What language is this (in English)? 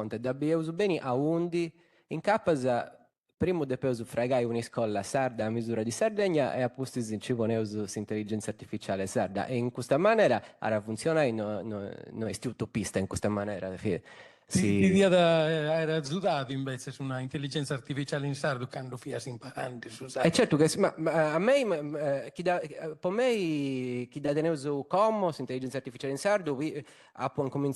Sardinian